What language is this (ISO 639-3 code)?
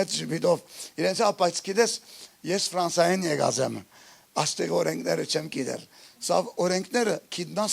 hyw